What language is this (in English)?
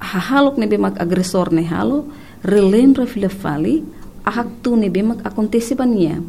Tetum